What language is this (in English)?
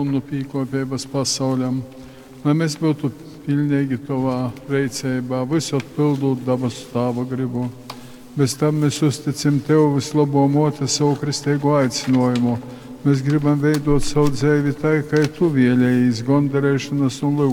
Latgalian